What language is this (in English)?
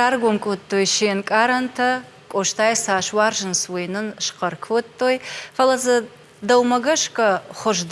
Ossetic